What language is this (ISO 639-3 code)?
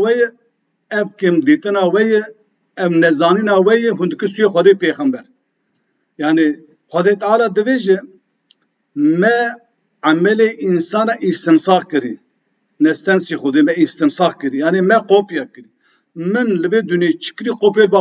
kur